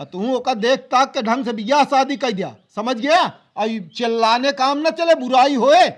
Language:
Awadhi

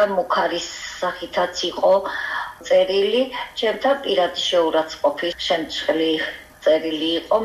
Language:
Georgian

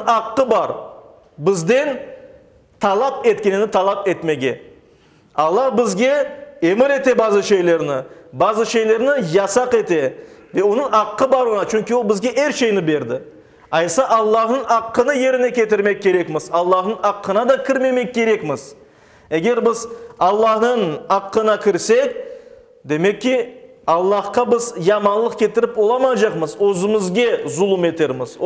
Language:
Crimean Tatar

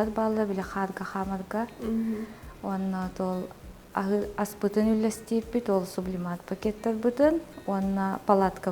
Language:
Yakut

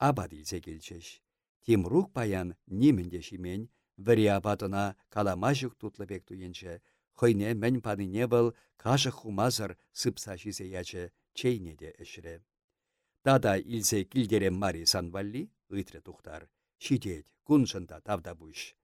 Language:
Chuvash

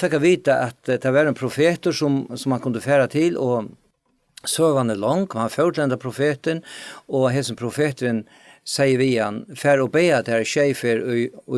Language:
Faroese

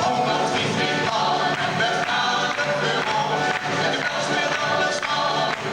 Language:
Limburgish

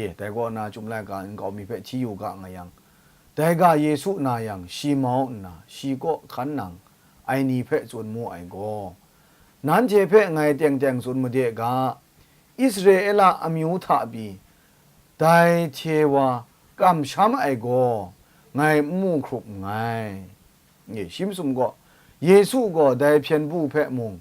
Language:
Kachin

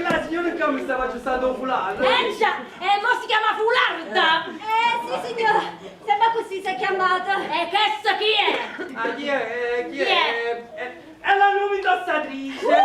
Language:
Neapolitan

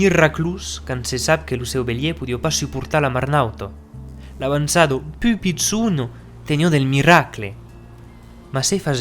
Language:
Occitan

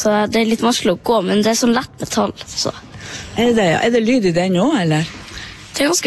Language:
Norwegian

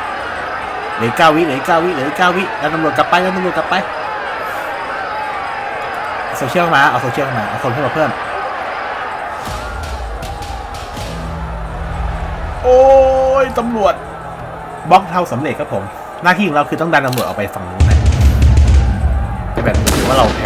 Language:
Thai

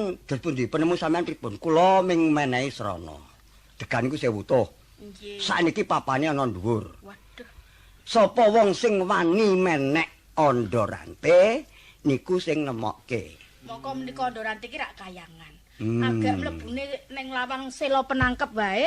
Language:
Javanese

